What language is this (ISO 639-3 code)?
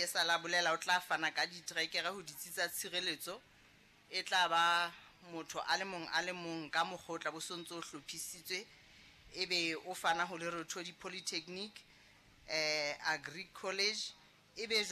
sot